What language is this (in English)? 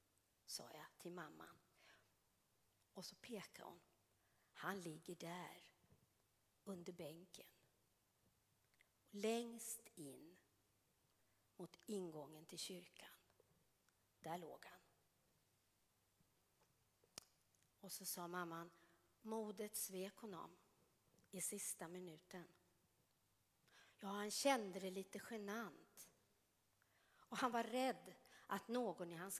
Swedish